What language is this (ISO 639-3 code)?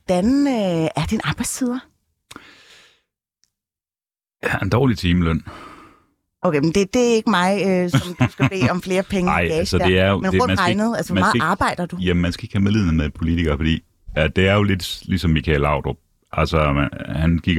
dan